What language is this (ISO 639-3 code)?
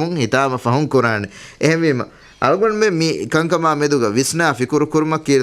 div